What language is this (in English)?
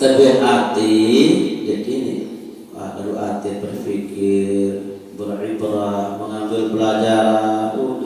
Sasak